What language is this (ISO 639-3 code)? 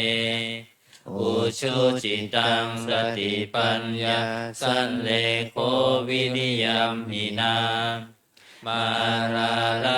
pli